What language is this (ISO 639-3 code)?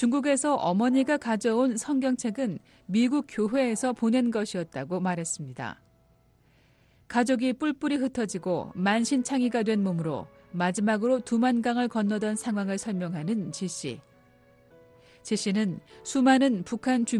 kor